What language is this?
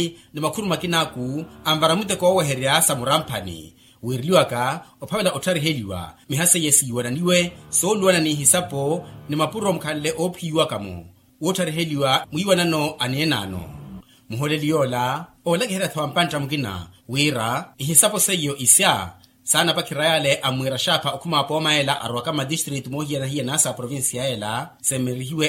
Makhuwa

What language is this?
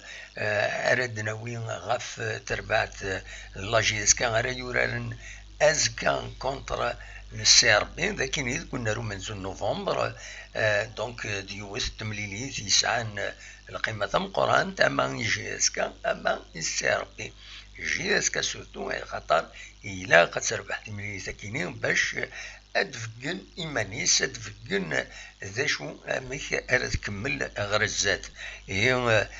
Kabyle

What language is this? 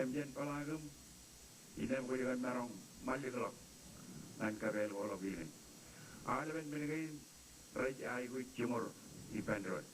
Marshallese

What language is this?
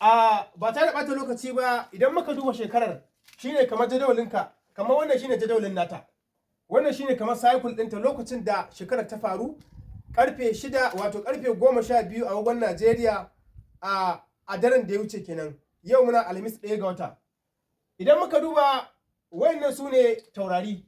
Hausa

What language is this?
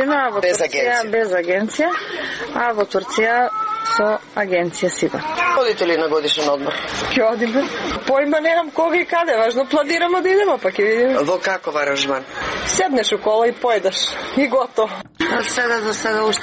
Macedonian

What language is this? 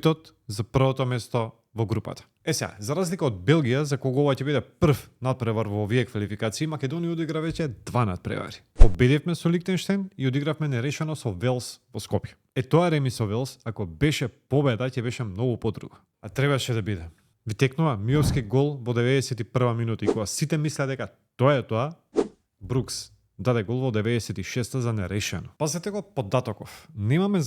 Macedonian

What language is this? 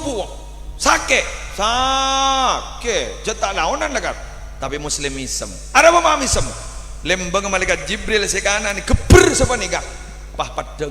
Madurese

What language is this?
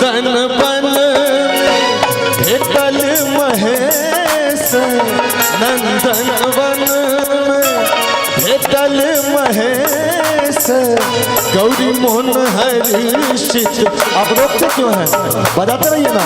Maithili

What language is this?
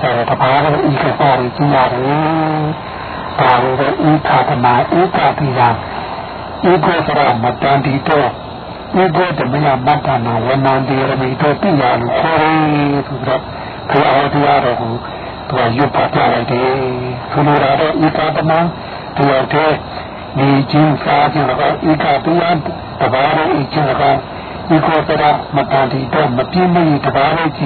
Burmese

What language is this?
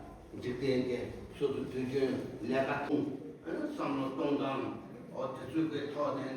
Tibetan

